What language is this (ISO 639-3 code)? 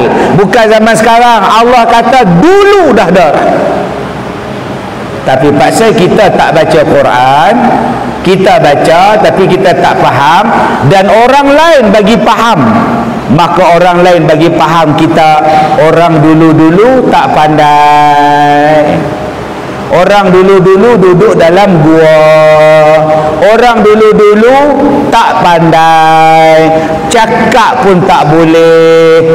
msa